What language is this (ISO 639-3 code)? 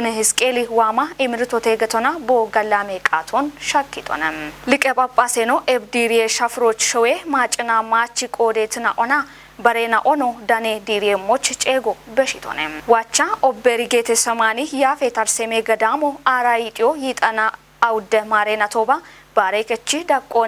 kbr